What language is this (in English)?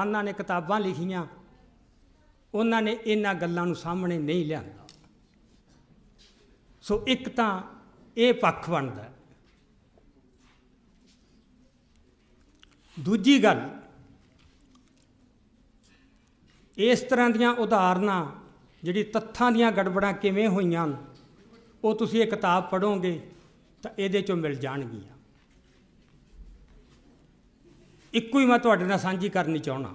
Punjabi